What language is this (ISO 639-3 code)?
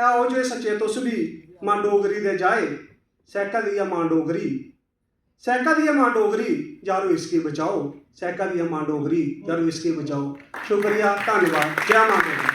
doi